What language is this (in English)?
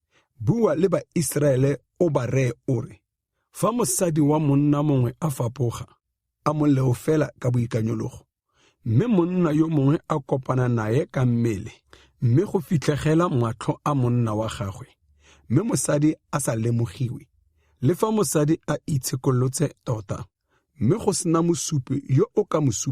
Tswana